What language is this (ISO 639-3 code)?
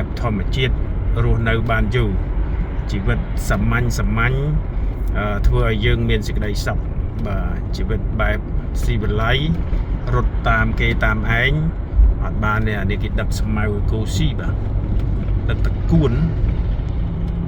khm